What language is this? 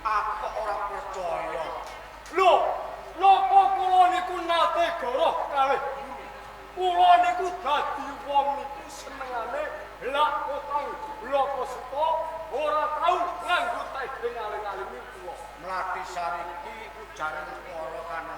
Javanese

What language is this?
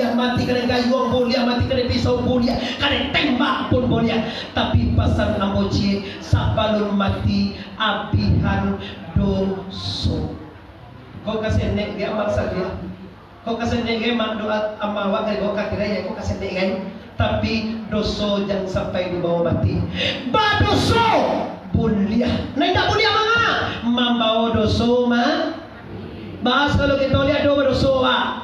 Minangkabau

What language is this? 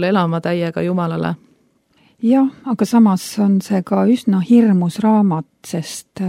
Estonian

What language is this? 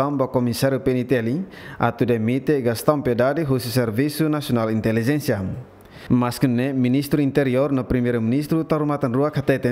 Tetum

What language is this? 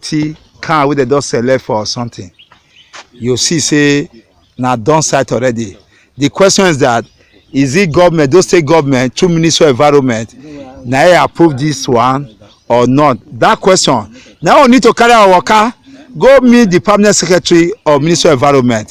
Nigerian Pidgin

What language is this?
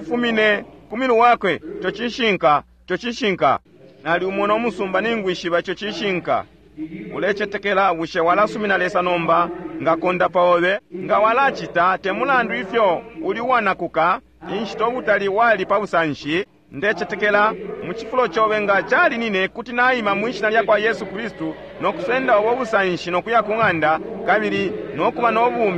Bemba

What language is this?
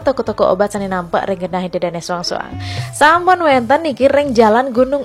Balinese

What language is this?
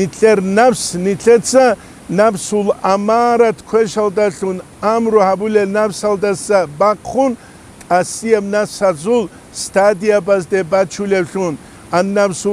Avaric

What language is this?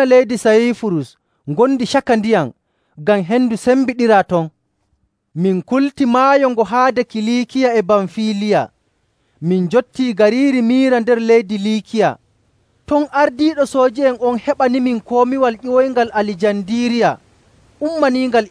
Nigerian Fulfulde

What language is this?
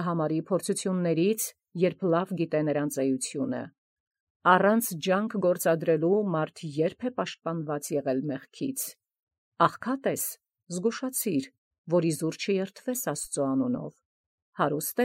Armenian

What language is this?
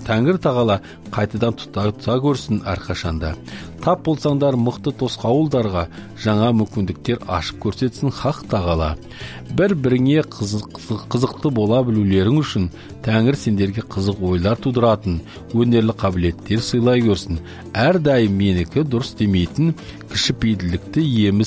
Kazakh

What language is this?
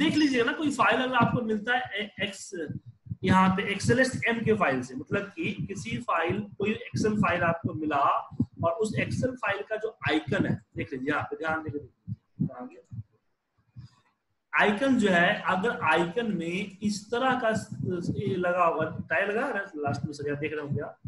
Hindi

